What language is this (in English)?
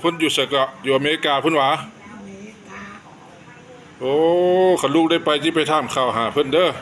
Lao